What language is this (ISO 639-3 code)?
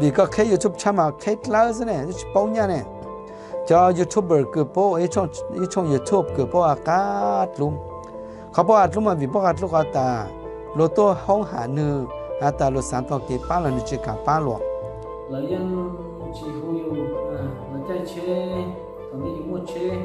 hmn